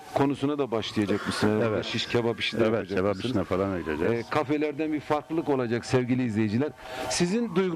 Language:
Turkish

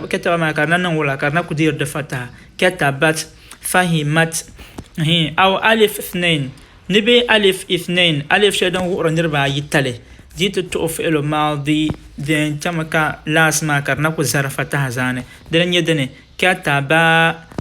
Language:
Dagbani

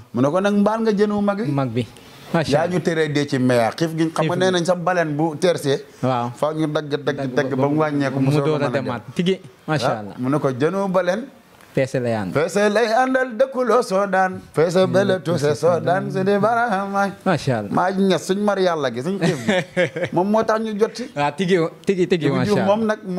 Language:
Wolof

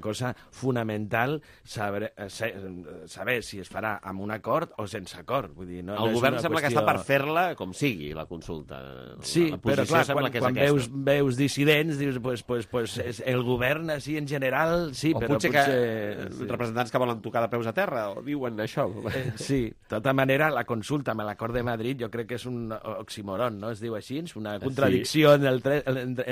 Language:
Catalan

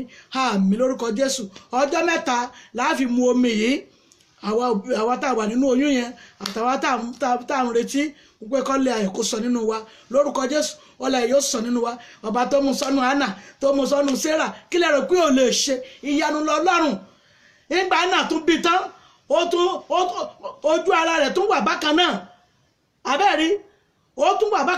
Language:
Yoruba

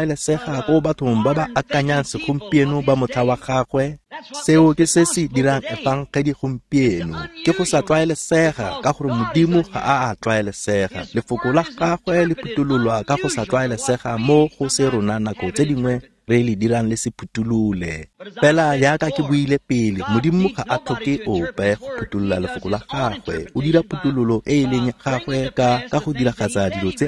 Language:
Tswana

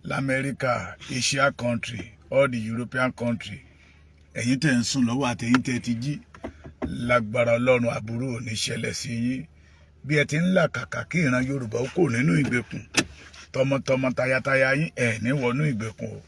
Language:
Yoruba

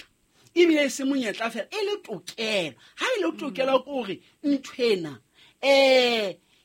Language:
Southern Sotho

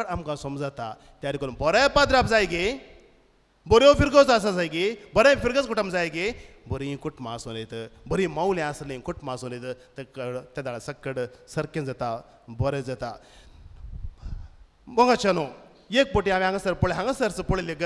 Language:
Konkani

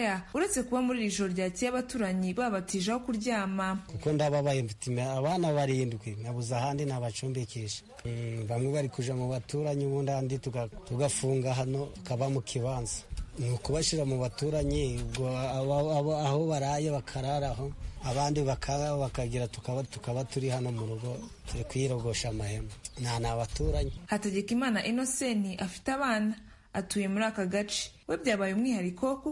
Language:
Kinyarwanda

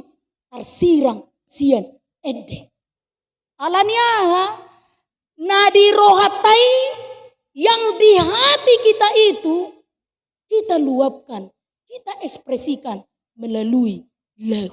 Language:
Batak Toba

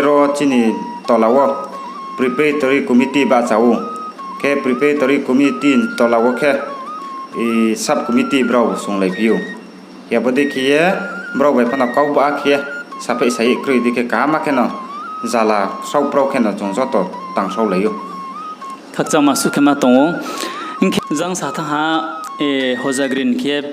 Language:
Riang (India)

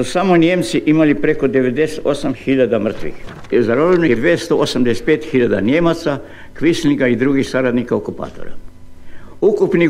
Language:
Croatian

